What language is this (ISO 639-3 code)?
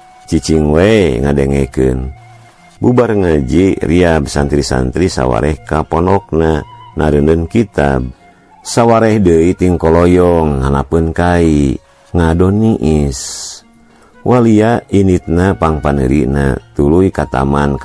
sun